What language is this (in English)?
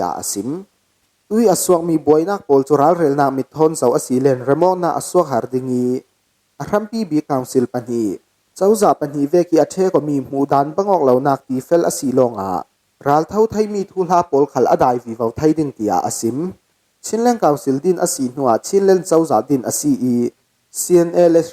Falam Chin